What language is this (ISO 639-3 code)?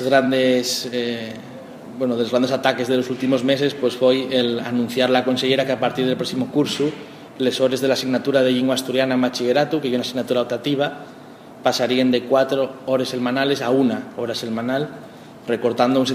ast